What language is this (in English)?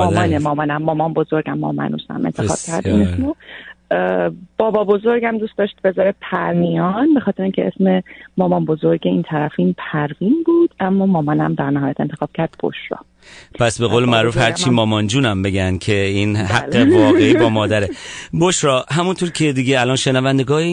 Persian